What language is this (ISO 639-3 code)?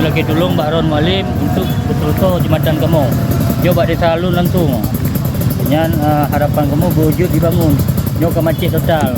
ace